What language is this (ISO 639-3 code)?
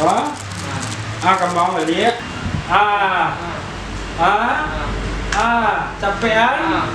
min